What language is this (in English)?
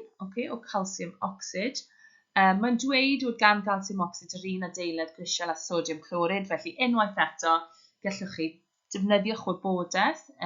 Welsh